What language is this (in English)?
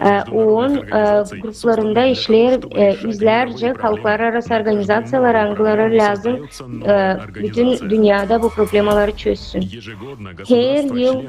Gagauz